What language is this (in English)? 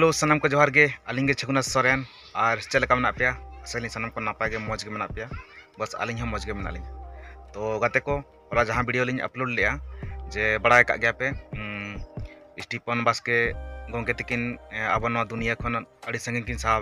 Santali